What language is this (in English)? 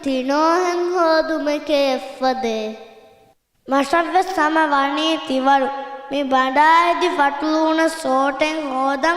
Divehi